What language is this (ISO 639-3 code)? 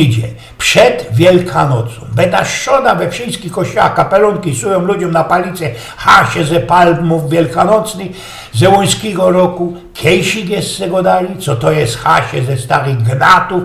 szl